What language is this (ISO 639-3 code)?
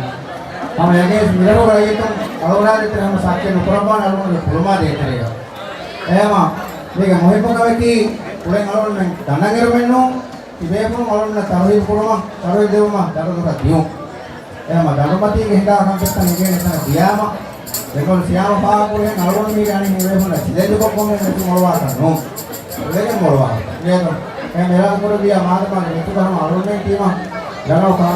div